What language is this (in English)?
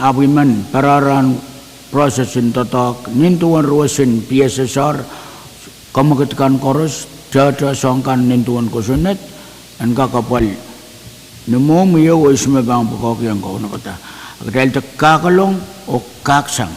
Pohnpeian